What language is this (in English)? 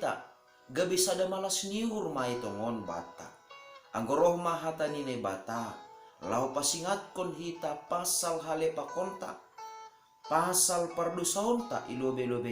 Batak Simalungun